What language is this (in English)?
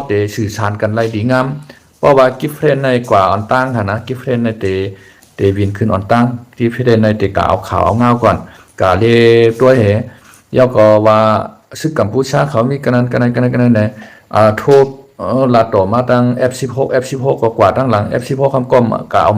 Shan